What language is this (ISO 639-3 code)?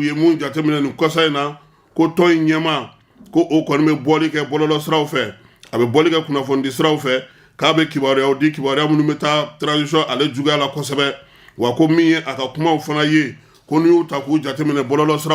bam